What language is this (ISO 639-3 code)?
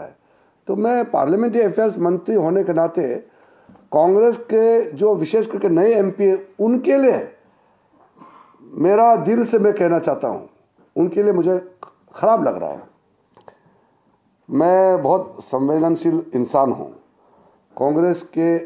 hin